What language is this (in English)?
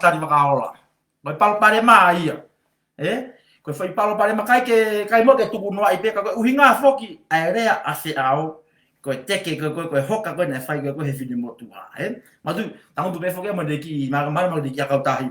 Tongan